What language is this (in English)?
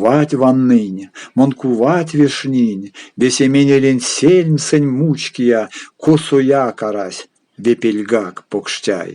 Erzya